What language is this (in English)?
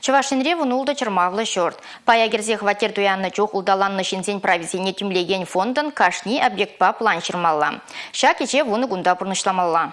Chuvash